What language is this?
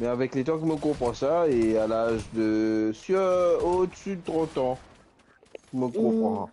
Morisyen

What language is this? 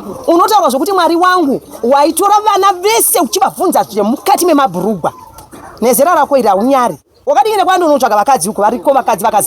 Shona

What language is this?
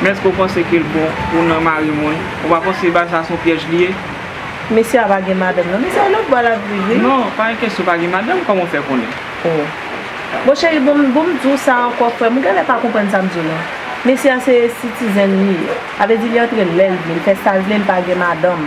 Haitian Creole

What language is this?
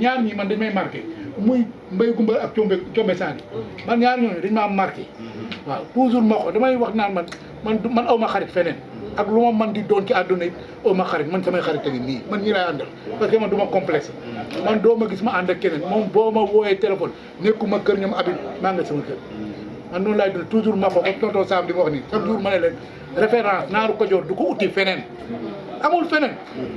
Wolof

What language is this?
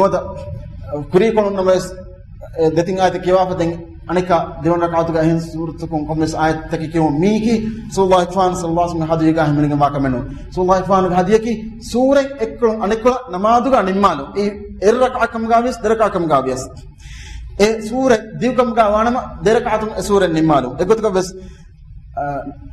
Divehi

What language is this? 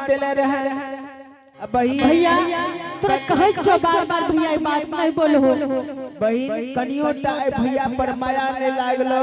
Angika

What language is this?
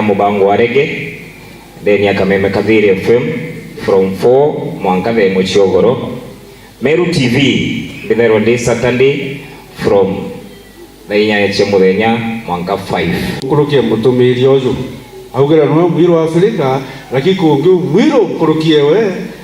Meru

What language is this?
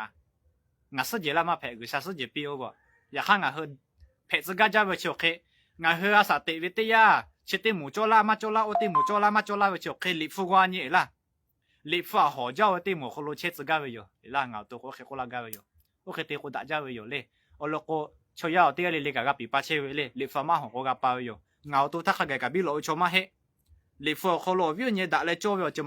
Lahu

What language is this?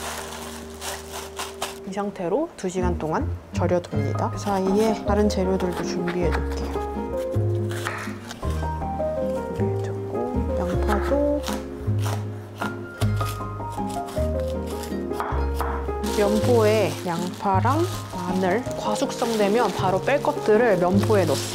Korean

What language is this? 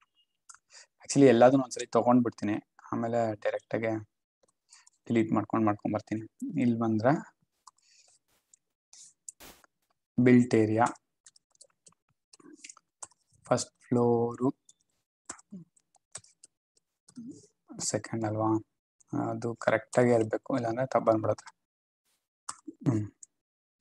Kannada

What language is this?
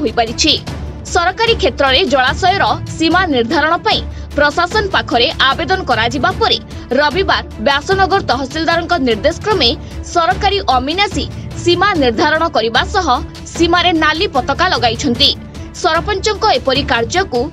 Odia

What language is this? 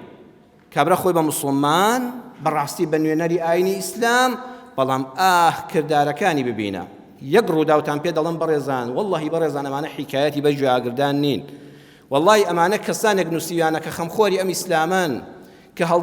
Central Kurdish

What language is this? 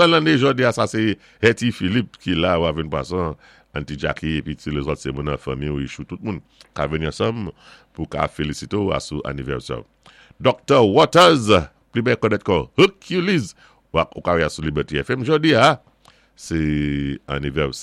Saint Lucian Creole French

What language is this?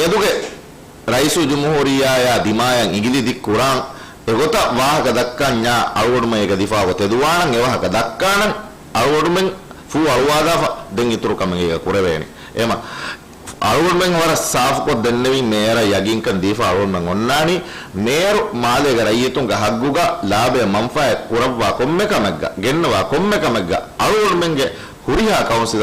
Divehi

